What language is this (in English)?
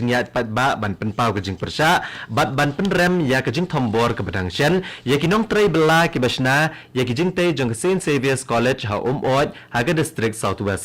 Khasi